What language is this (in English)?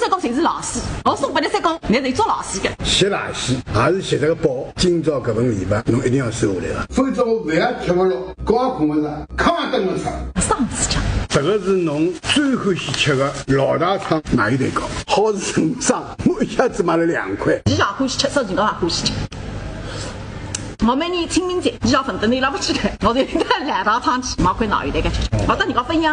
Wu Chinese